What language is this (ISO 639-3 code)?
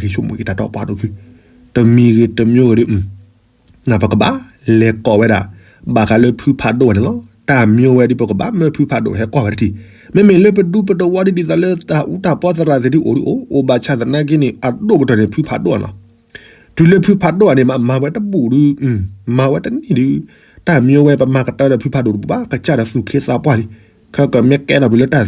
ksw